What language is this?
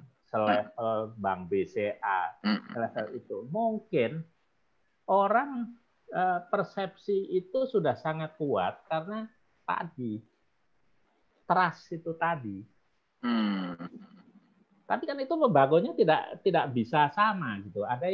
Indonesian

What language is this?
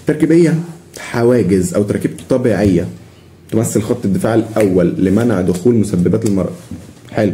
Egyptian Arabic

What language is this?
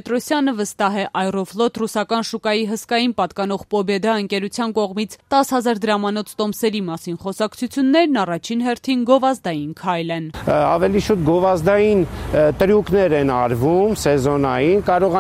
Armenian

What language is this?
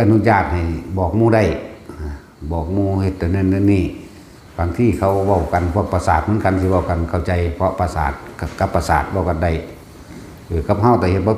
Northeastern Thai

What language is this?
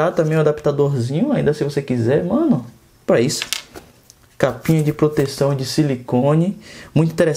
Portuguese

